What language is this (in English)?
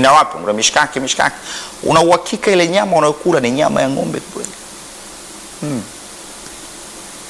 Swahili